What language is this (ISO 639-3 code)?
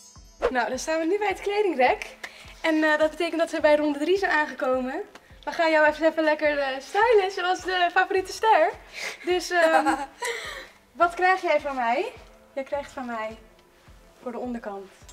nld